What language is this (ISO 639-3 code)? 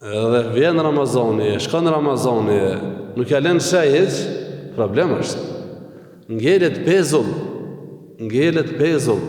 sqi